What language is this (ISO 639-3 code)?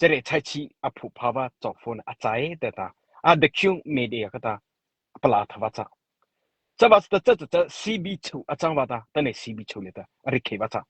mrh